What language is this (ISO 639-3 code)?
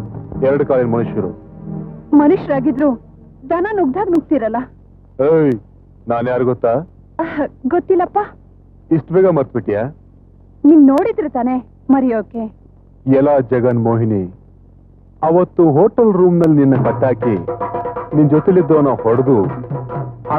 kan